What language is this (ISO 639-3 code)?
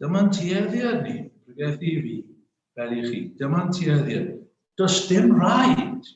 cym